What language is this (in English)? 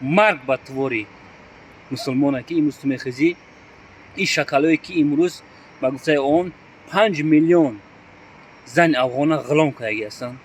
Tajik